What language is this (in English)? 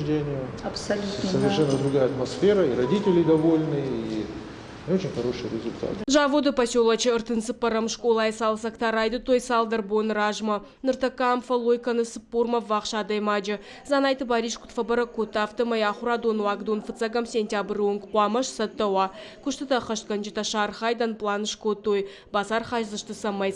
Ossetic